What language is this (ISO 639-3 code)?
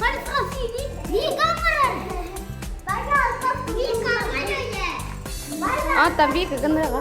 sah